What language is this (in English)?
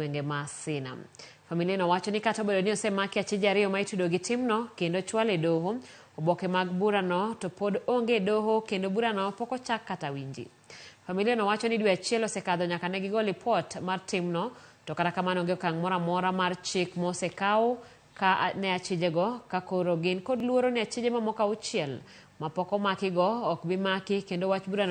Luo (Kenya and Tanzania)